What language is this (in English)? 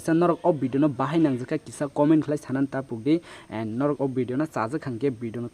Kok Borok